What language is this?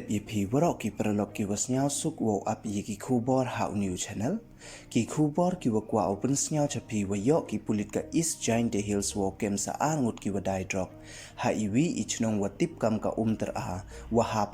Pnar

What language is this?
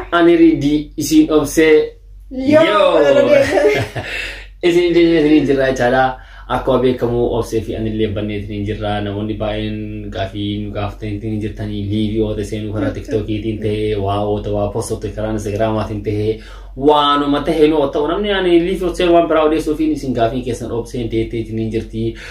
Oromo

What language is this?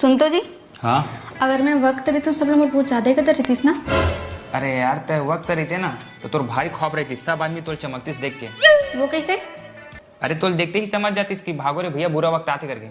Chhattisgarhi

